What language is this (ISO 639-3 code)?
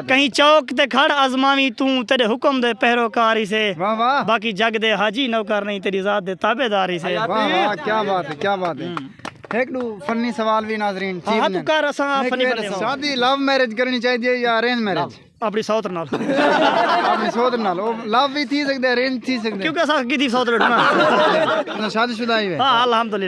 skr